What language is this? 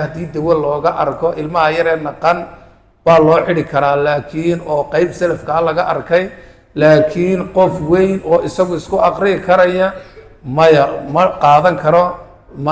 Somali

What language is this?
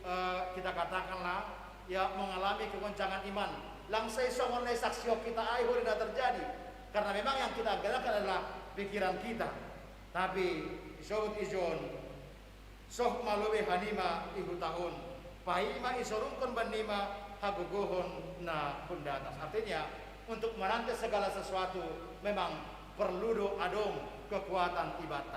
Batak Simalungun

